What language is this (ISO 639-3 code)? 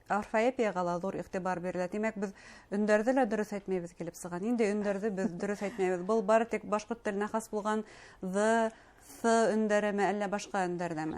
bak